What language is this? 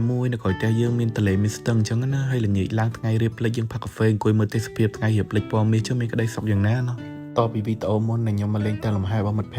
Khmer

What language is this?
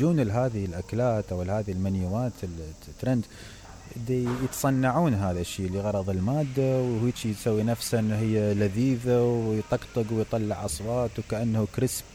Mesopotamian Arabic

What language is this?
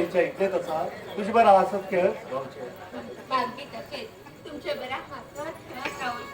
Konkani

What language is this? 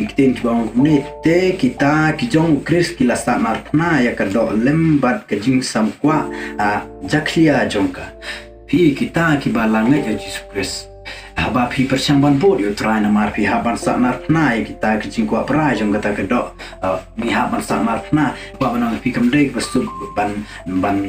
Khasi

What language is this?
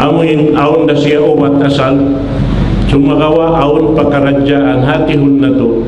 Tausug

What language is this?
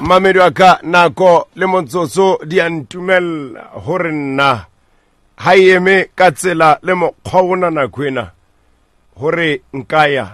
Southern Sotho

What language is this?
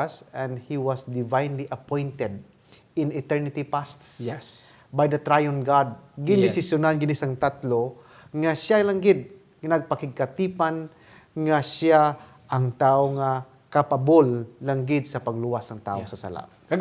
Hiligaynon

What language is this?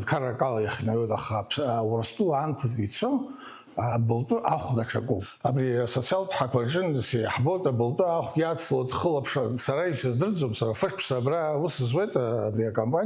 Abkhazian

